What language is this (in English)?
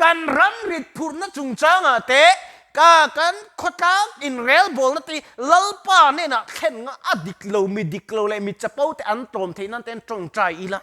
Mizo